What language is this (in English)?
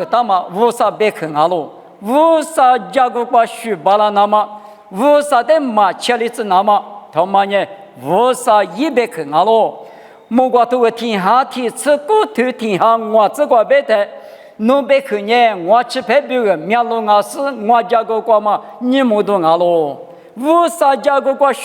Lisu